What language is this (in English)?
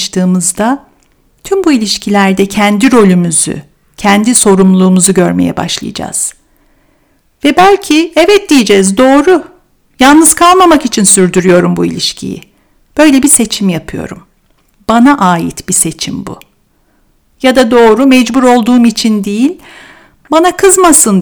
Turkish